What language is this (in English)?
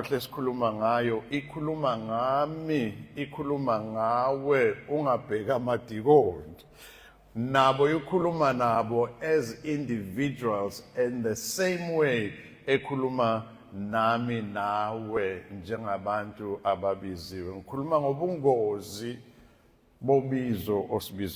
Zulu